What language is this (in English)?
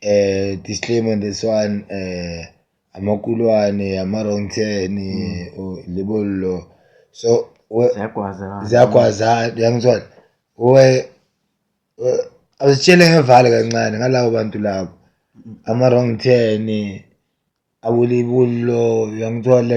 Zulu